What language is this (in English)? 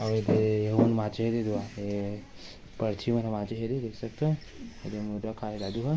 Chhattisgarhi